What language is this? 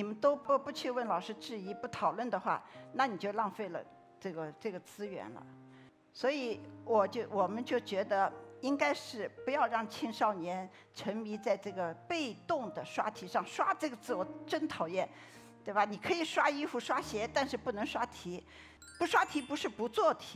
Chinese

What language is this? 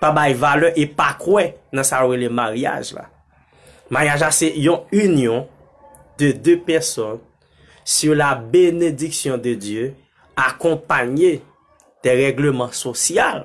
Haitian Creole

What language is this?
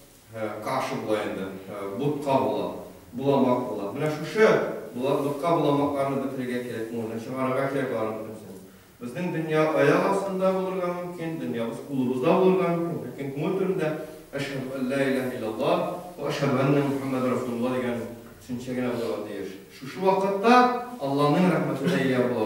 Tatar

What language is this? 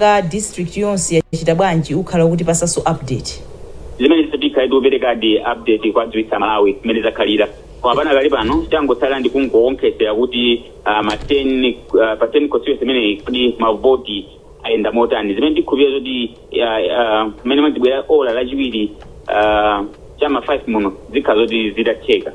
Nyanja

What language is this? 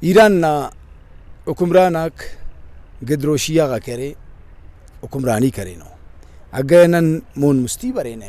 Brahui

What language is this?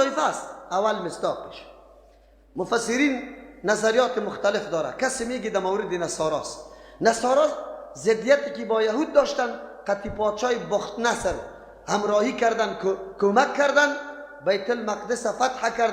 Persian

